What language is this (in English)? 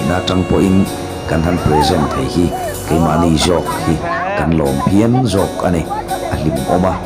Mizo